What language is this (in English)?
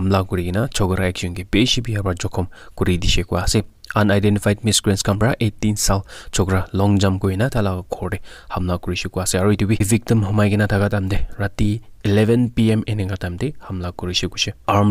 Naga Pidgin